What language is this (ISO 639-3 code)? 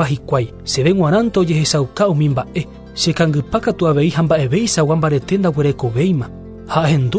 grn